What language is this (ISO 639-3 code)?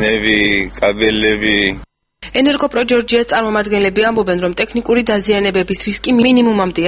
kat